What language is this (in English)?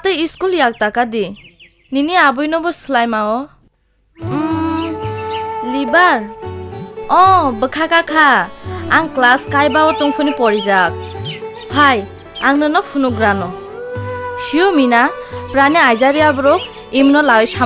Kok Borok